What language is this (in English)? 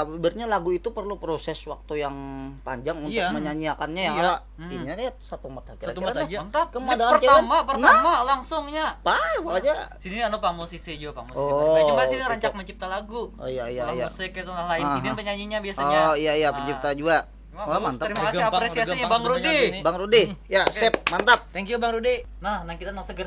Banjar